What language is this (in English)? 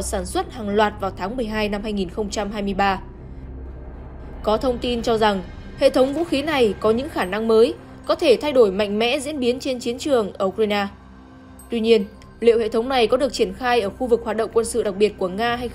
Vietnamese